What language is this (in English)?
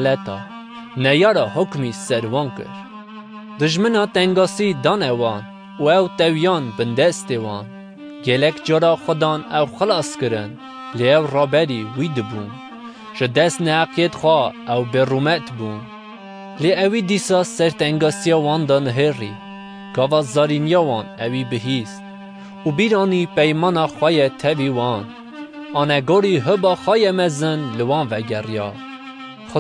Kurdish